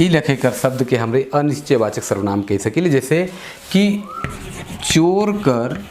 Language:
Sadri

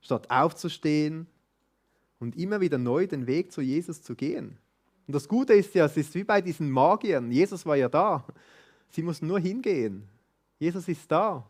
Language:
Swiss German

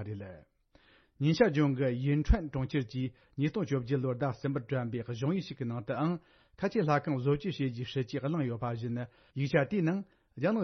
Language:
Tibetan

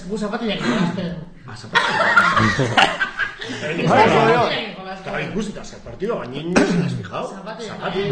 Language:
Basque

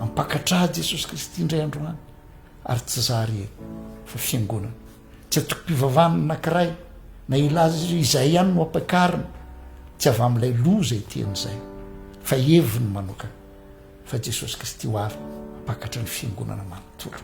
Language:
Malagasy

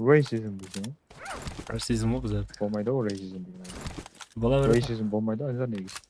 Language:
Kara-Kalpak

